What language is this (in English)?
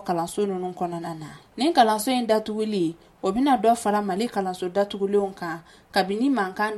Bambara